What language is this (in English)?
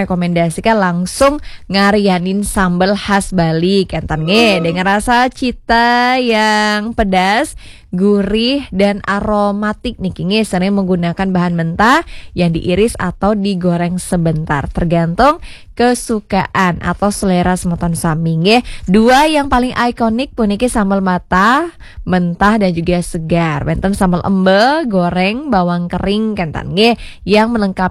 Balinese